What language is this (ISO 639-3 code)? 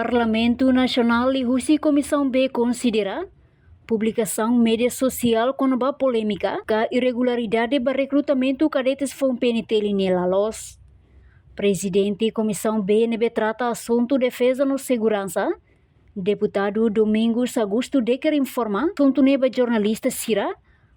tet